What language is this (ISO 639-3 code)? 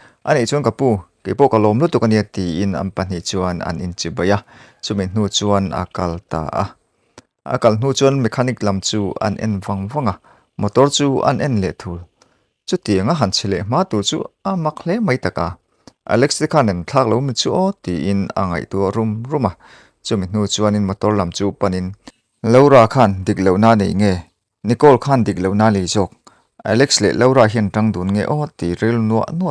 lus